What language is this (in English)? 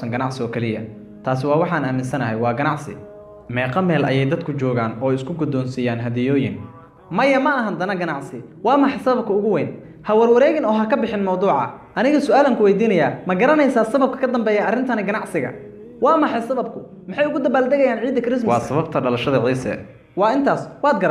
Somali